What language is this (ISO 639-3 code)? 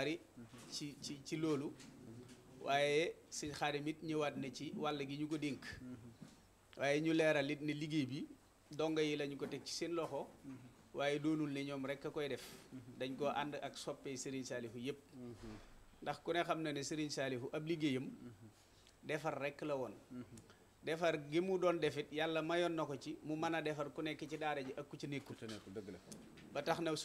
wol